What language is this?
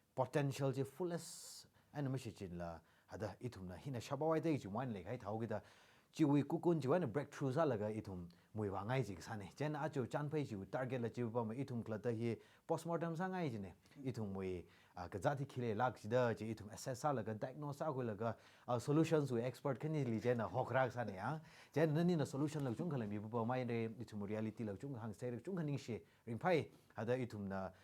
Tangkhul Naga (India)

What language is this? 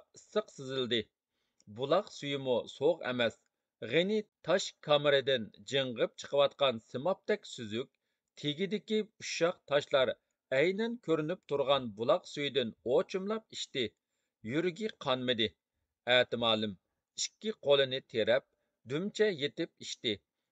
Uyghur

